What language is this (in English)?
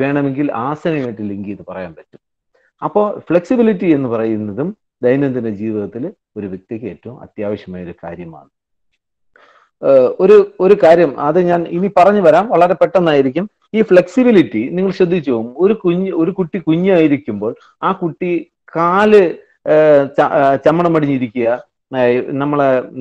Malayalam